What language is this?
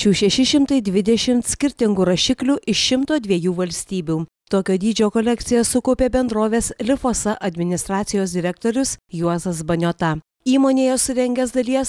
Lithuanian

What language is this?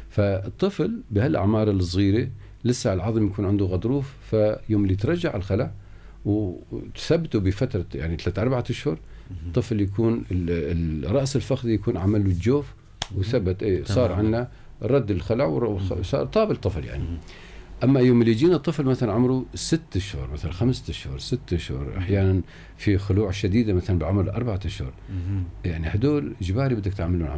North Levantine Arabic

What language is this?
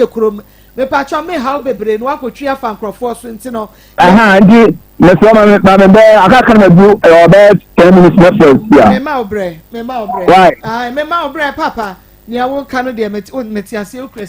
Akan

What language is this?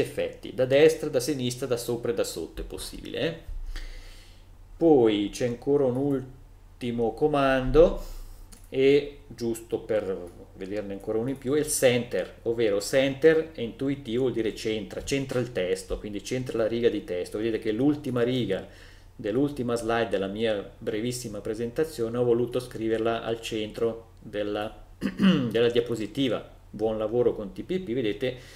Italian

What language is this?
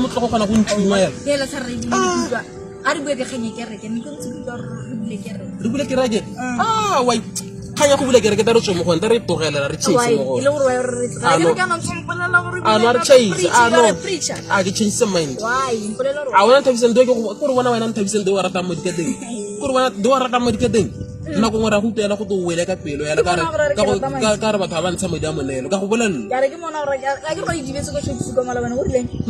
Tswana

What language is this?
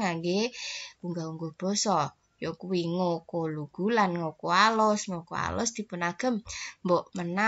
Javanese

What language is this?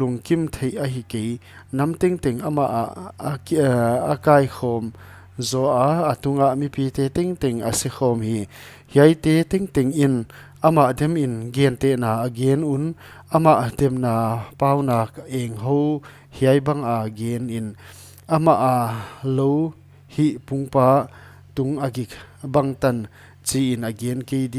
Paite Chin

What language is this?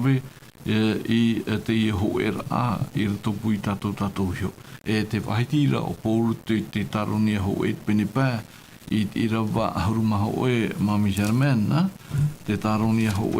Tahitian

